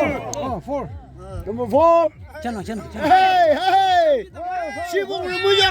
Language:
Yimchungru Naga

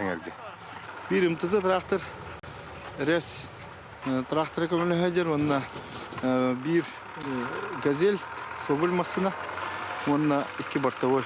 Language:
Yakut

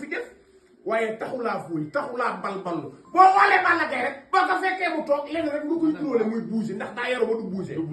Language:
Wolof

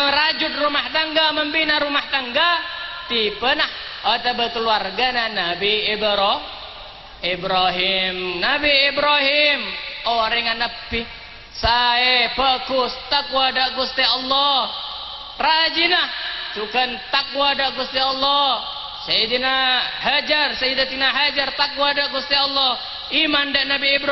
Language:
Madurese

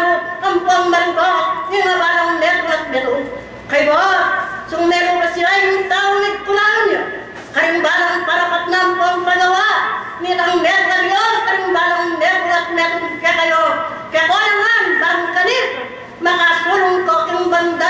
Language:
Pampanga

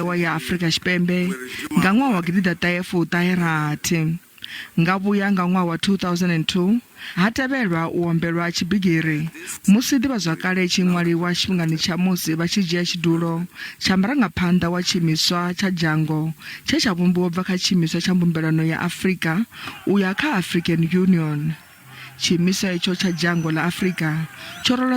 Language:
Venda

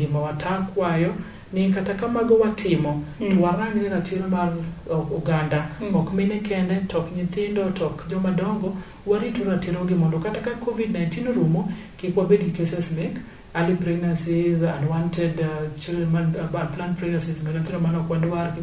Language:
Luo (Kenya and Tanzania)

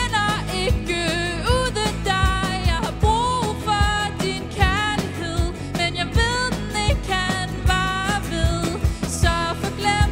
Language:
Danish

